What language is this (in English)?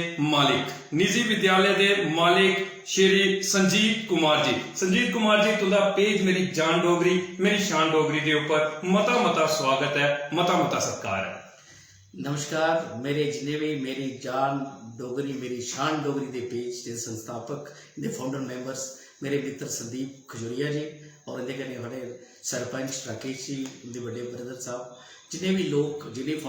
Dogri